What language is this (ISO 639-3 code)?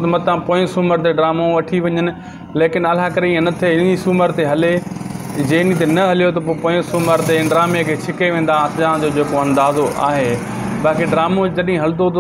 snd